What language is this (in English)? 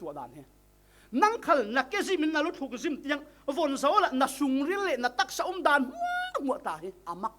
Falam Chin